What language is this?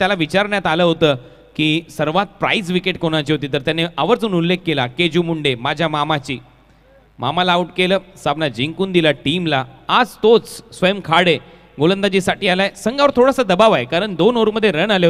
Marathi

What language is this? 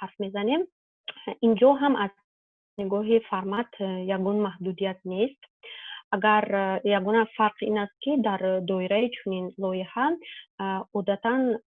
Tajik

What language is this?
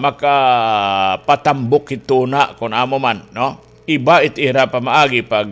Waray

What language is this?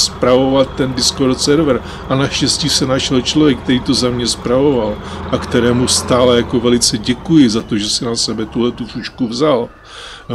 Czech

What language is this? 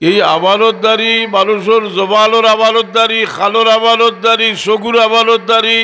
Sylheti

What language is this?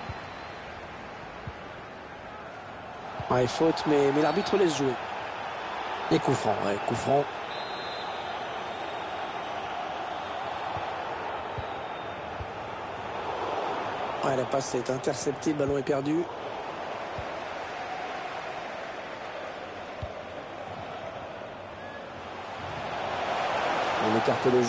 French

